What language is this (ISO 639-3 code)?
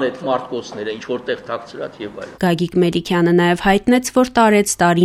hye